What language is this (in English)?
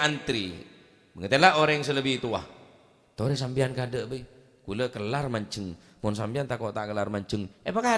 Madurese